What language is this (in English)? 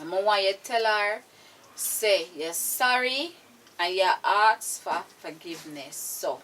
Jamaican Creole English